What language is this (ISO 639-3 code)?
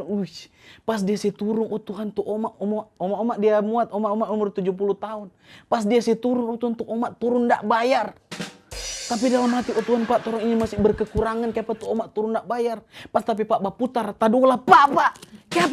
xmm